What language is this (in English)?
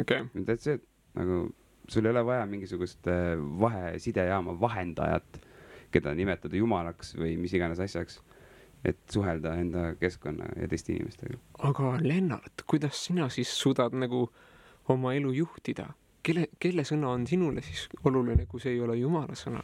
Estonian